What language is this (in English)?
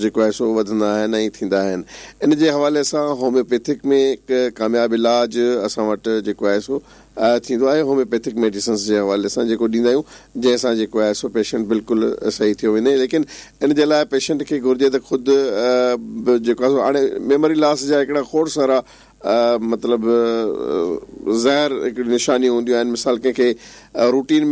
Sindhi